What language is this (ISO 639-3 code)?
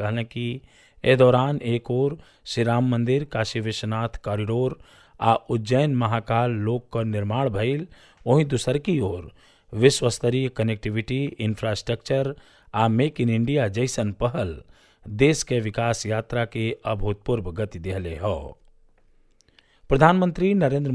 bho